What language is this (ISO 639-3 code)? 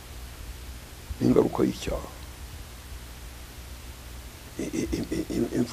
kin